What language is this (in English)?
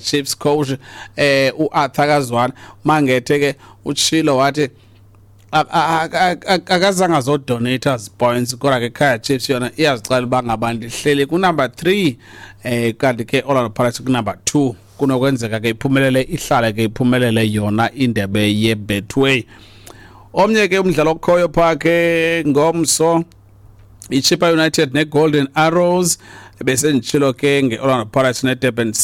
Xhosa